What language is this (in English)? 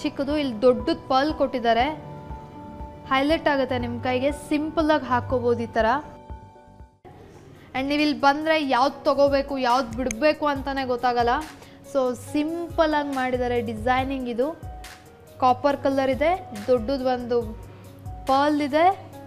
Kannada